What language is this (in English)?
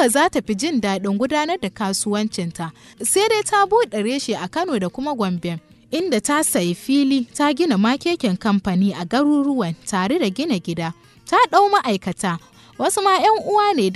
Hausa